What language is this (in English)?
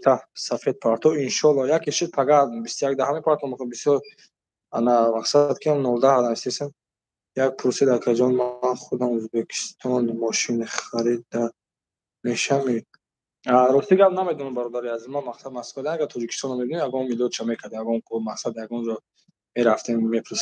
Tajik